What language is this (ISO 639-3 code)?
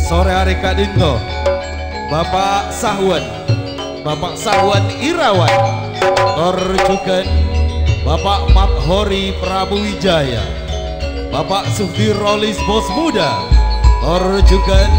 mad